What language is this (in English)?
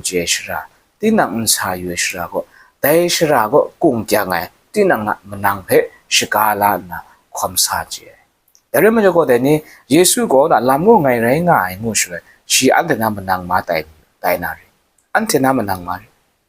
Kachin